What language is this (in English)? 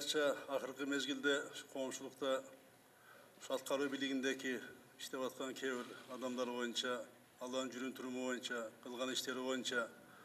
Kyrgyz